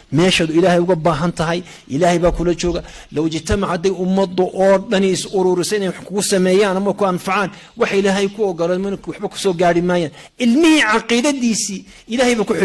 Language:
Somali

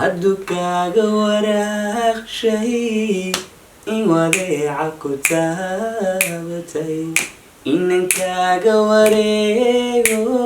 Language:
Somali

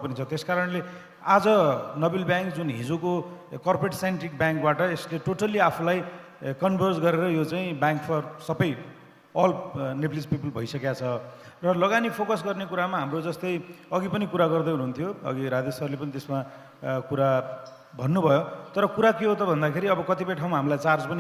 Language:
Nepali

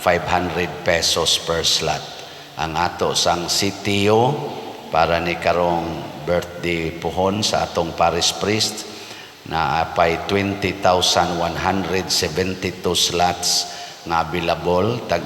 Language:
Cebuano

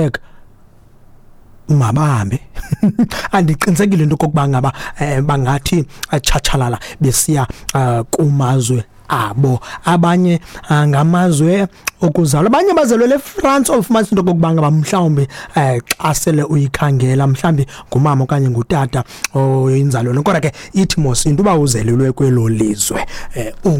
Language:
Xhosa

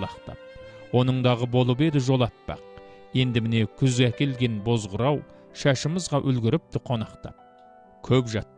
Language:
Kazakh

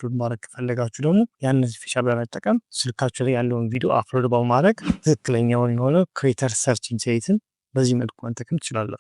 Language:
Amharic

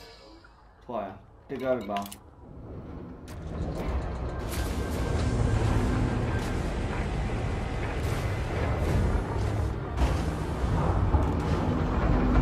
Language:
Danish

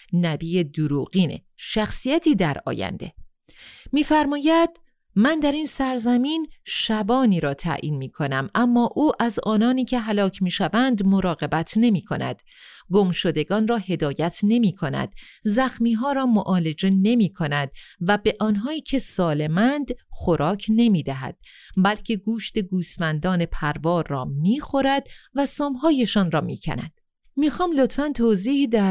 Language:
Persian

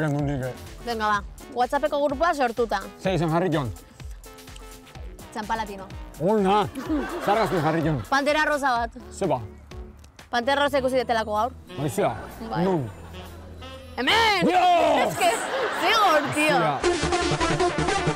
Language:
Basque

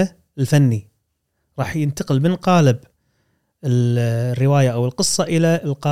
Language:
Gulf Arabic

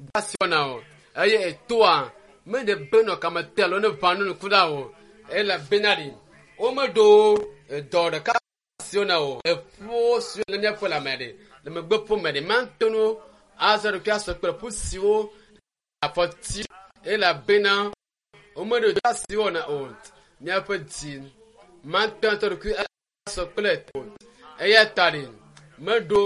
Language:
Ewe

